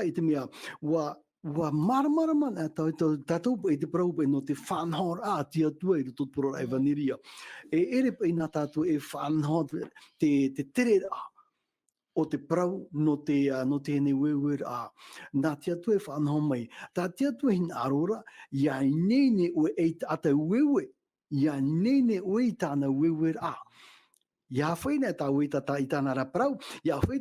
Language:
Tahitian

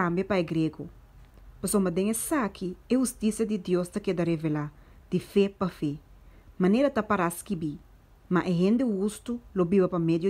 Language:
Papiamento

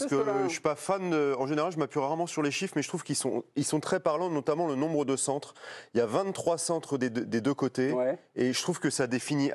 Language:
French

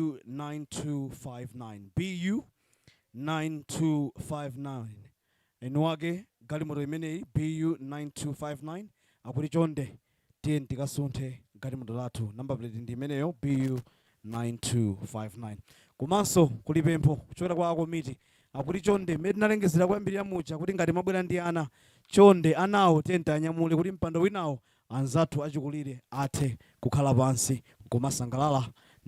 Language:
Nyanja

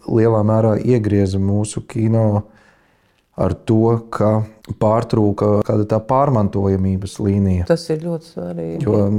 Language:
Latvian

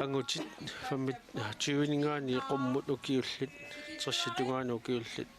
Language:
Kalaallisut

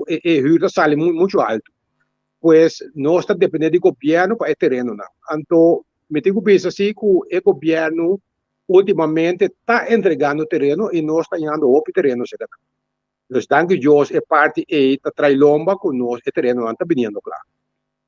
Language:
Papiamento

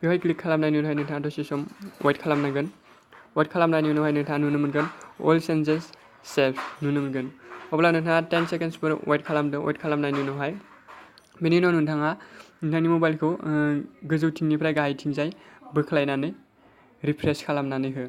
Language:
Bodo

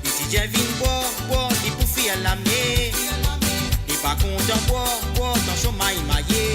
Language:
Morisyen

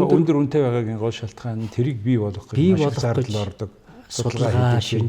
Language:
Mongolian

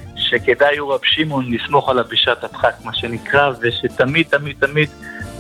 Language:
Hebrew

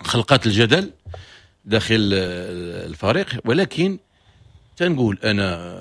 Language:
Moroccan Arabic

